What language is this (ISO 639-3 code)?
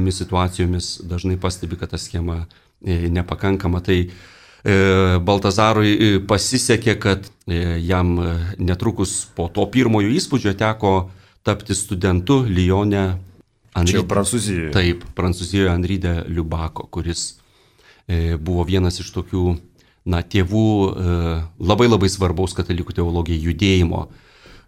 lit